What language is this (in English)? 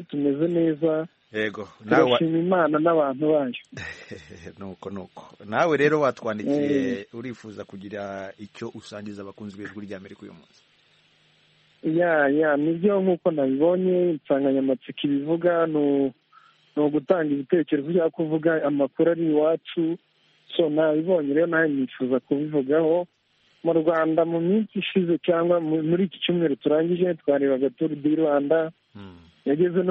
Kinyarwanda